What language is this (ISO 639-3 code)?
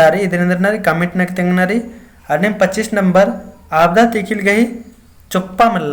kru